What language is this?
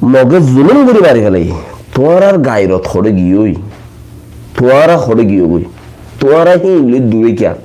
Rohingya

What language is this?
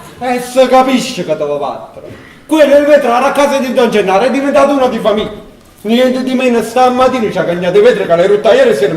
Neapolitan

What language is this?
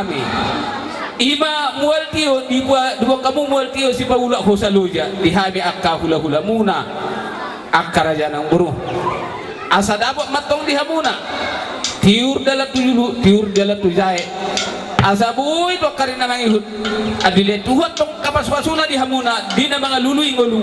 Batak Toba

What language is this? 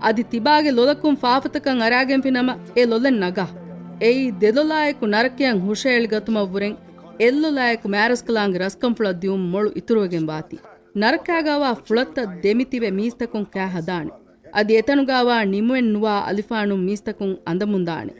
Divehi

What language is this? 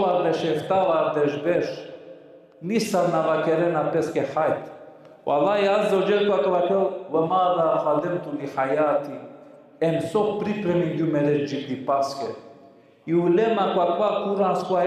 Balkan Romani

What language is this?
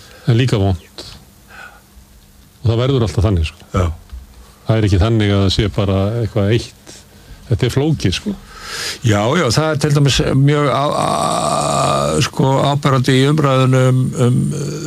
Icelandic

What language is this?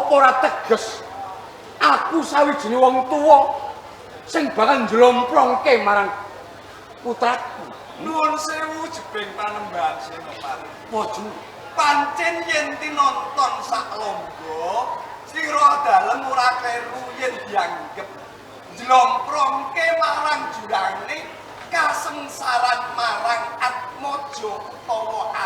Javanese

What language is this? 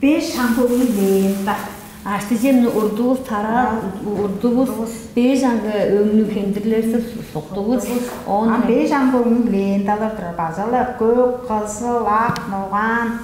Tuvinian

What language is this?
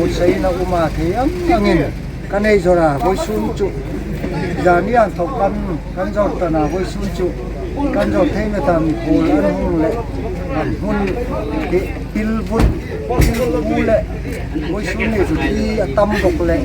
Hmar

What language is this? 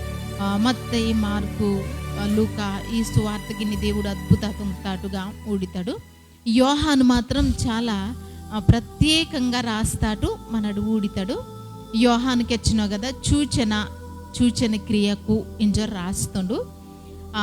Koya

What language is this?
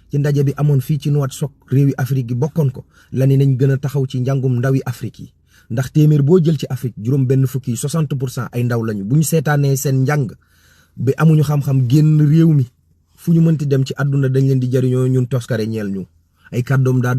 Wolof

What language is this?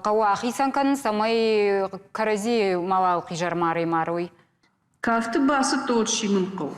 Ossetic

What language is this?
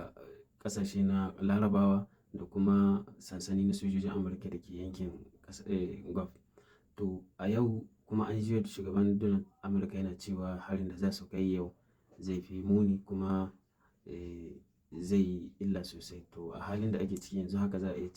Hausa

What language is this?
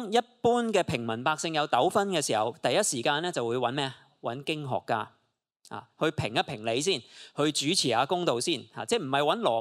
Cantonese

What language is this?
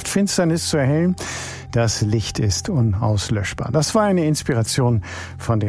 German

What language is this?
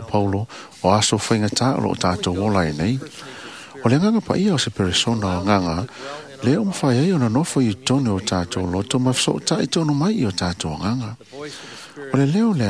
Samoan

